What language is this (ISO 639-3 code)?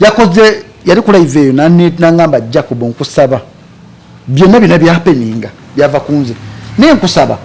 lug